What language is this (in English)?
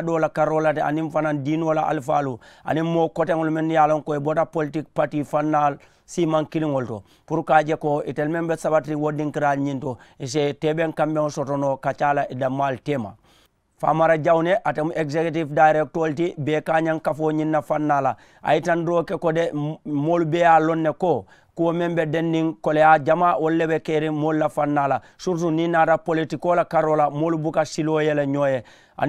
Mandingo